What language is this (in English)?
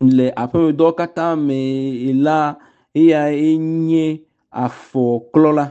Ewe